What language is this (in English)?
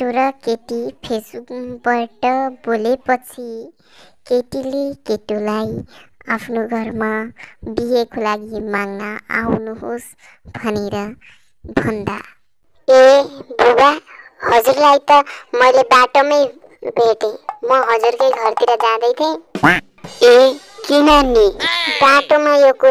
Nepali